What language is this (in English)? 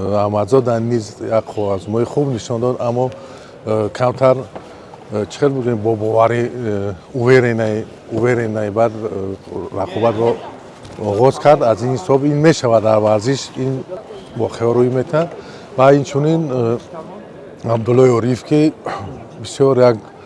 Tajik